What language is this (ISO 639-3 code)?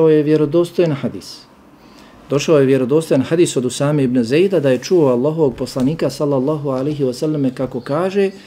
bos